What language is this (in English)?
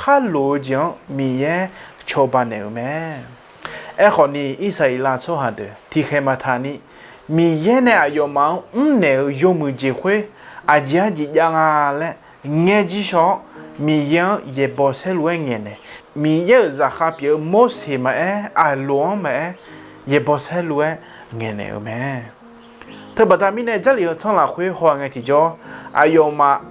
Akha